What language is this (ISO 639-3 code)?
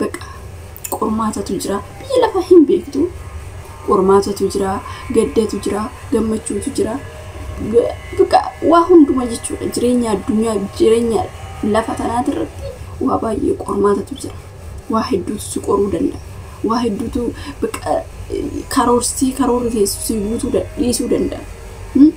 orm